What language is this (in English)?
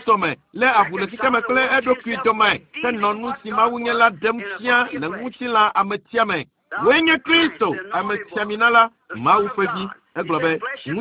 Ewe